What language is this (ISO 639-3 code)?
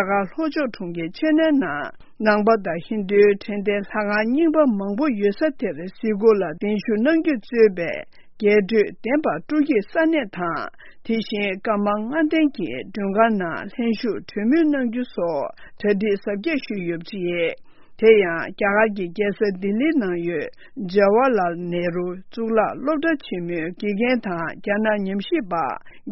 bod